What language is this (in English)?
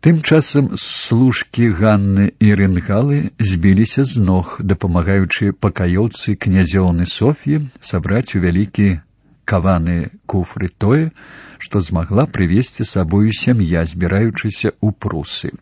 Belarusian